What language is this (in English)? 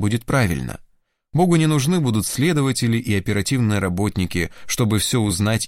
Russian